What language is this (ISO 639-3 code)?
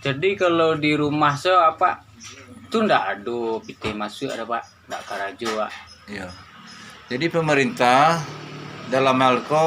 min